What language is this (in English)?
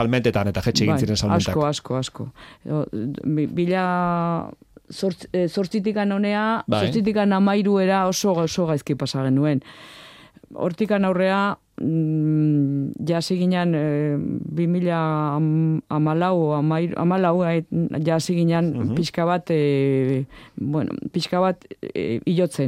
Basque